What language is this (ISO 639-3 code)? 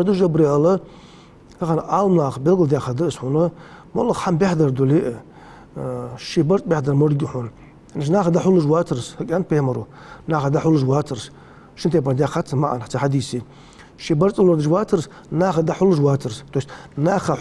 inh